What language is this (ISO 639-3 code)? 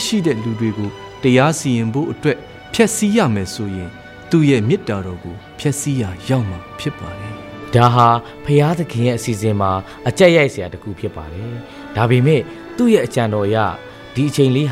mya